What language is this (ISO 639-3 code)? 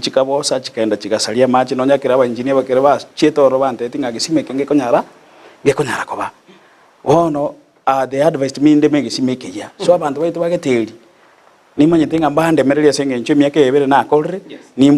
guz